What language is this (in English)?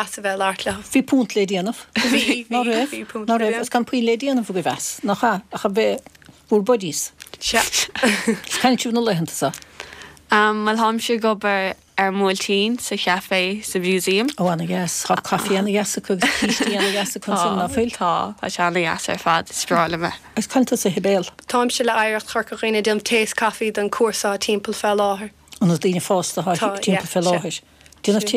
Irish